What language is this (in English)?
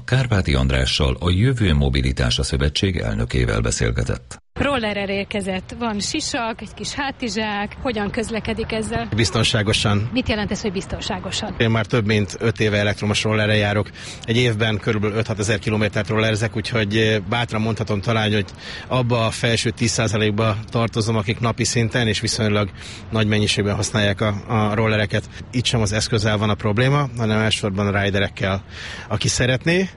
Hungarian